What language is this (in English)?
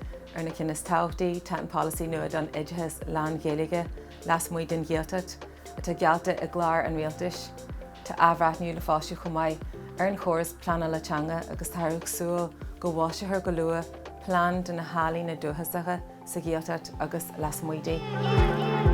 Irish